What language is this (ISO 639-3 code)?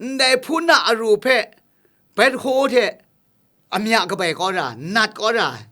kac